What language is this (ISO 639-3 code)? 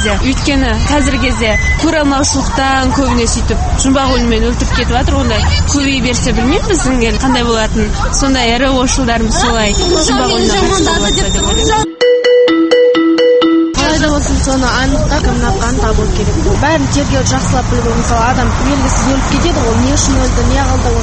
kaz